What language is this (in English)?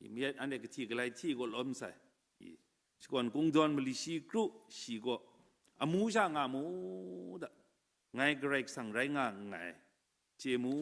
Kachin